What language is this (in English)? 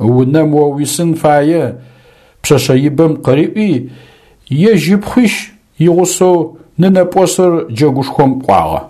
Adyghe